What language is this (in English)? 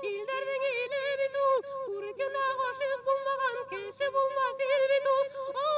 Bashkir